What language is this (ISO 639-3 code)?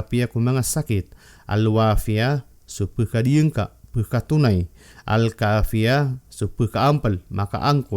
mrw